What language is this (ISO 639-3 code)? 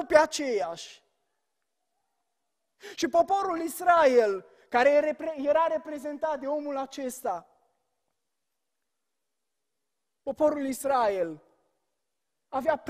ron